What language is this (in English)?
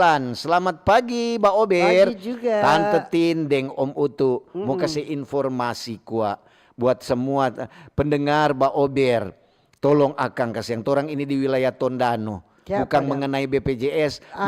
Manado Malay